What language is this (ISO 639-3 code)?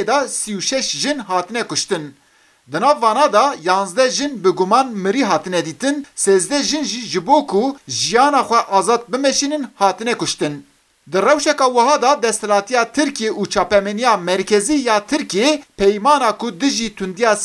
kur